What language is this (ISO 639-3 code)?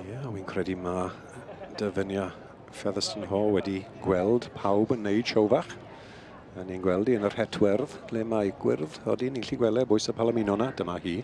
cym